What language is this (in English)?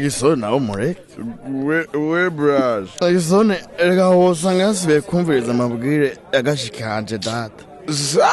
Rundi